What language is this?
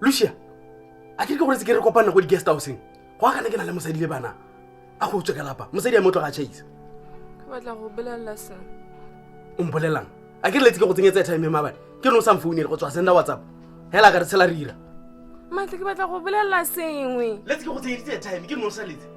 Tswana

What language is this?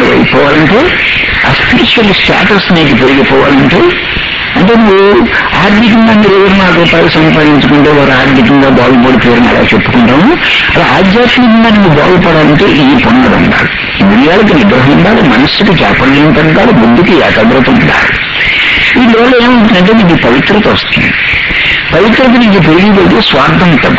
Telugu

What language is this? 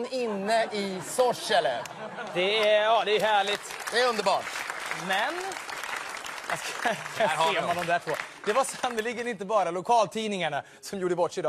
Swedish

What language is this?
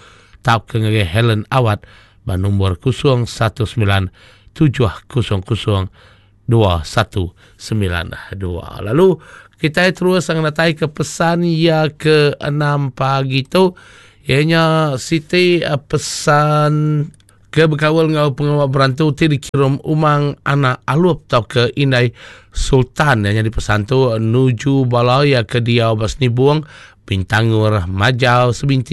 Iban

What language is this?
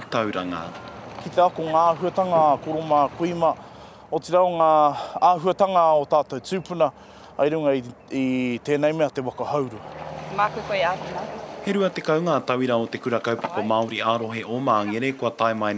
Māori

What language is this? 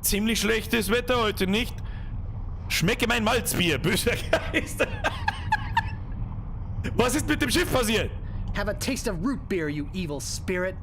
Bavarian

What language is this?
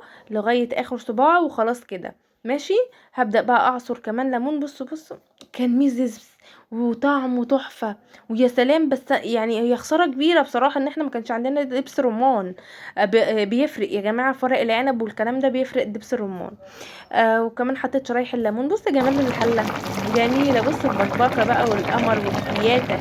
Egyptian Arabic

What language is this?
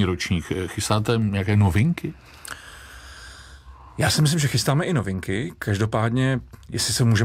Czech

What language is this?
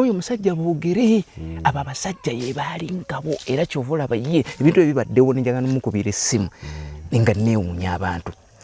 Ganda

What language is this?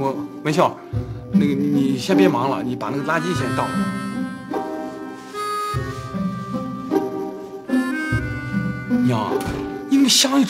Chinese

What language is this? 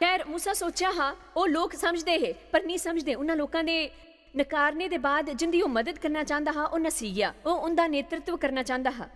Dogri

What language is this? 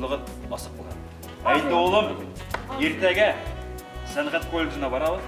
Bashkir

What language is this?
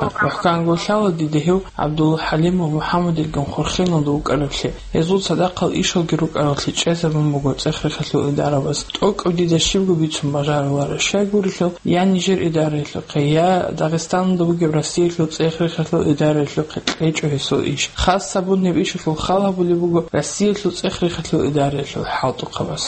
Avaric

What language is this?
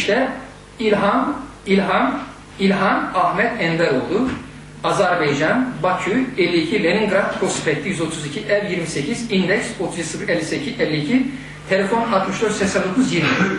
Turkish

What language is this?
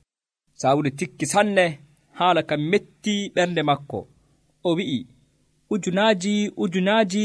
Nigerian Fulfulde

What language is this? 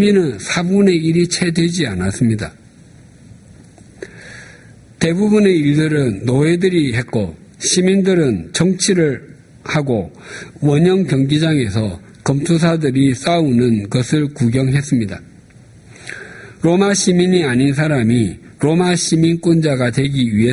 Korean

